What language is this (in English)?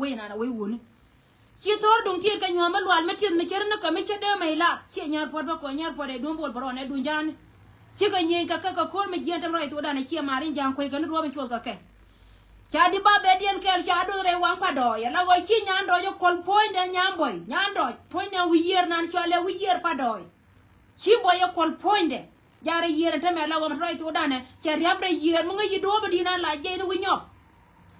Nuer